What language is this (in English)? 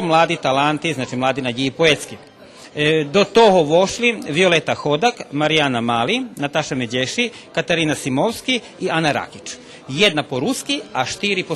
Rusyn